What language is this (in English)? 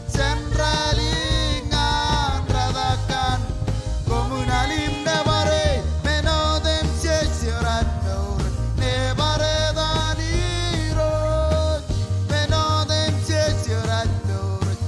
Marshallese